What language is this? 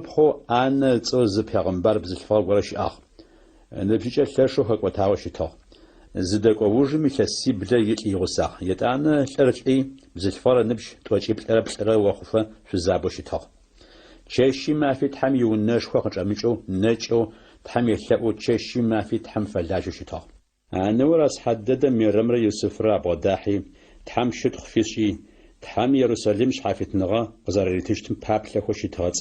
Adyghe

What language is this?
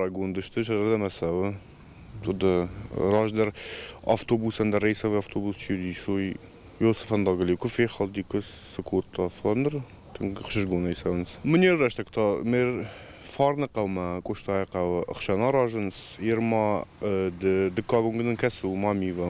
Ossetic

